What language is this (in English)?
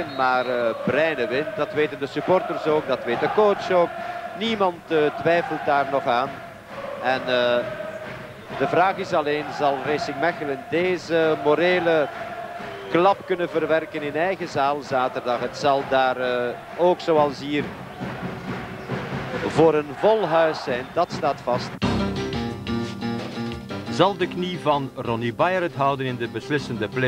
Dutch